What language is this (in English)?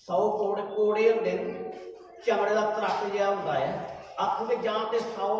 Dogri